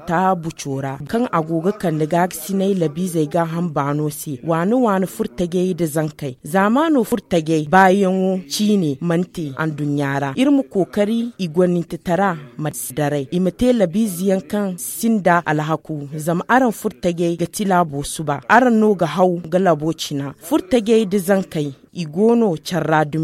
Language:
Zarma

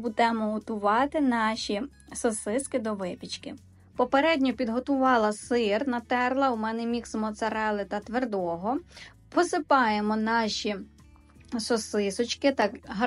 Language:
Ukrainian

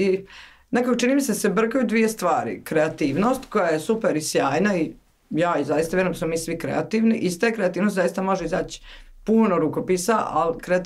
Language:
Croatian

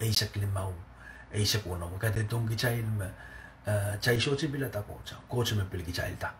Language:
Pohnpeian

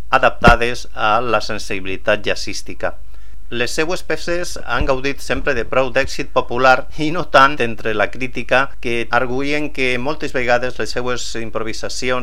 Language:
Catalan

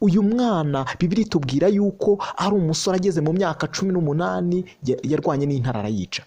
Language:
Kinyarwanda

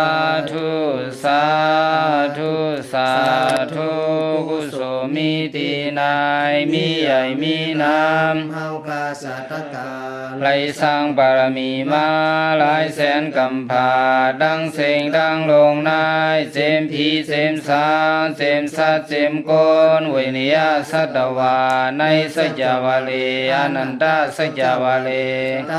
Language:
Shan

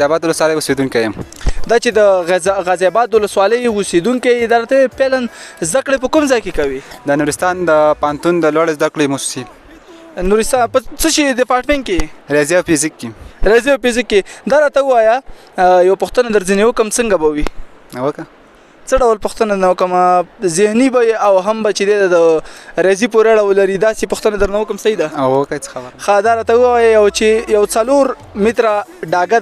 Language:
Pashto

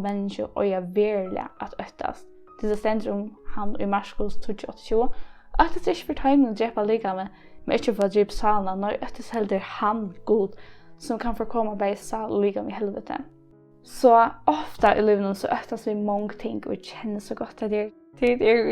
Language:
Faroese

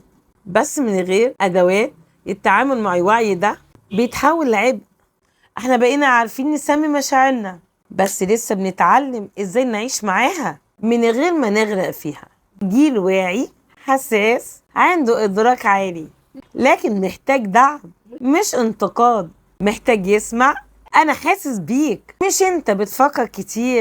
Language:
Egyptian Arabic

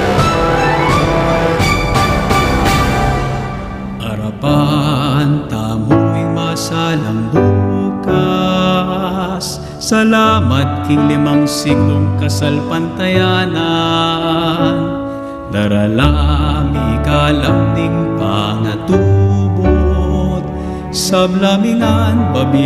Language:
Pampanga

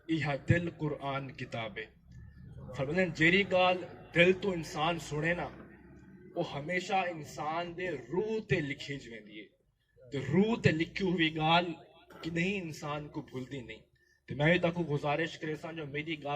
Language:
Saraiki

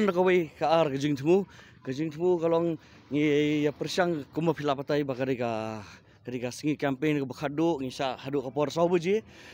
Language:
Khasi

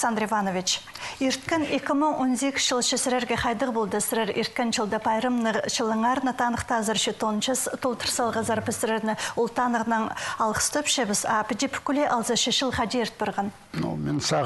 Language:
Khakas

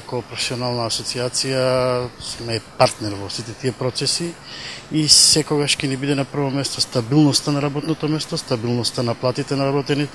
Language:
Macedonian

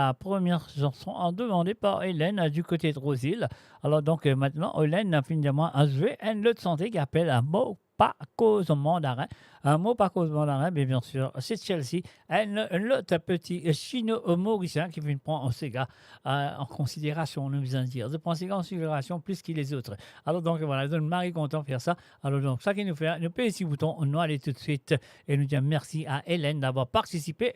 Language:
Morisyen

